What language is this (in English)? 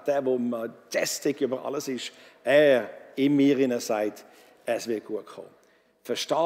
Swiss German